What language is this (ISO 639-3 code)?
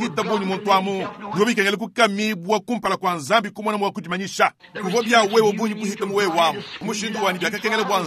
lua